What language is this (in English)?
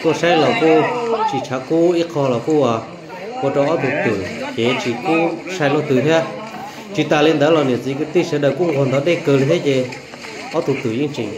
Hmong